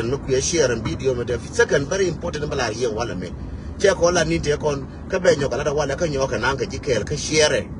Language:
Nuer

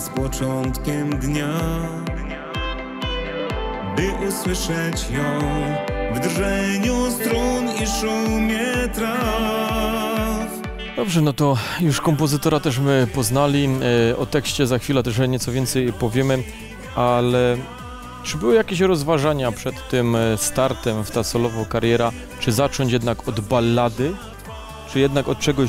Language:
Polish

